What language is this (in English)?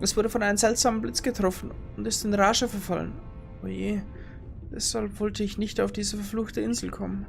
Bavarian